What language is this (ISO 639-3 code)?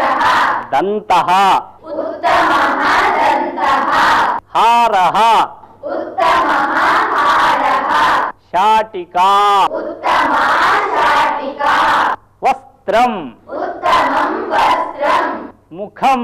san